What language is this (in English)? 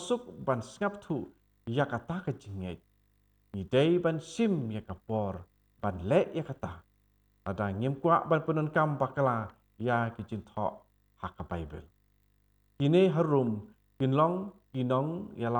Khasi